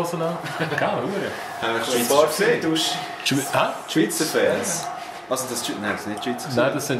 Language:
Swiss German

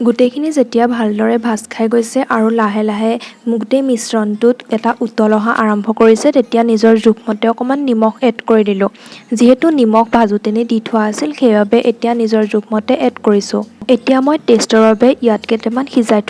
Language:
Assamese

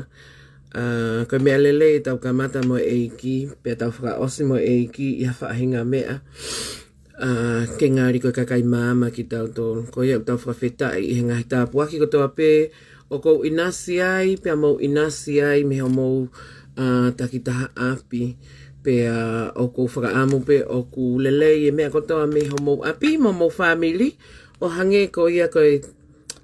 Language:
Tongan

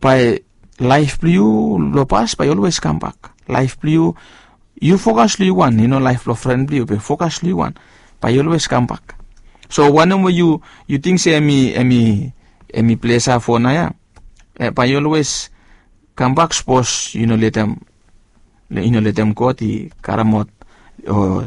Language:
Bislama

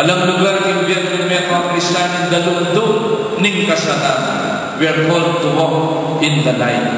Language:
Pampanga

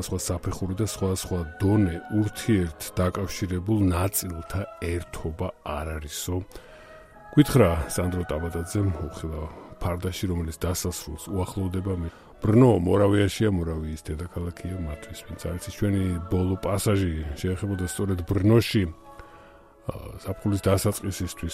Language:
Georgian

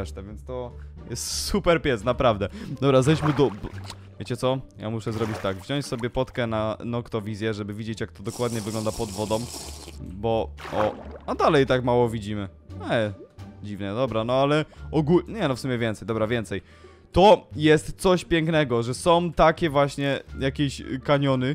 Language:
Polish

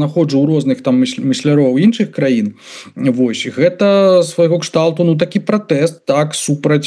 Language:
Belarusian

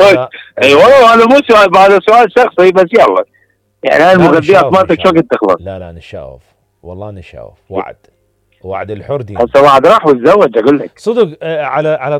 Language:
Mesopotamian Arabic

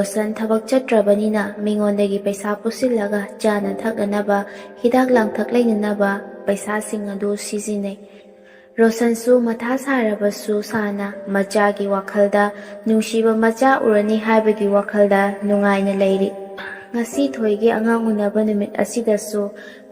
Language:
Manipuri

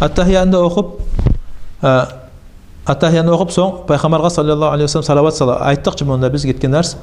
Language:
Kumyk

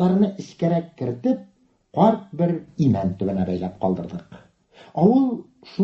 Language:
Tatar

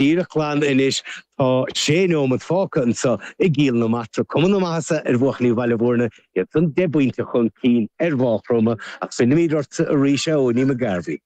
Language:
Irish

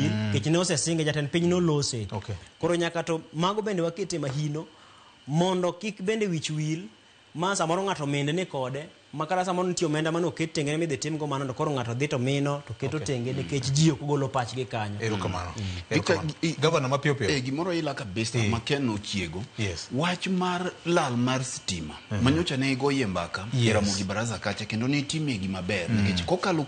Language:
Luo (Kenya and Tanzania)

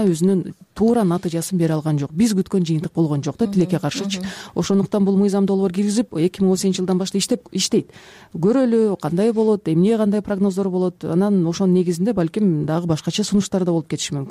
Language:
Kyrgyz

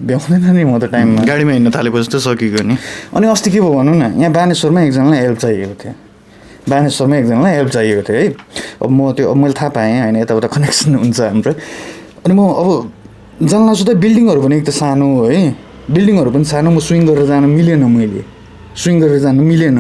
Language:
Nepali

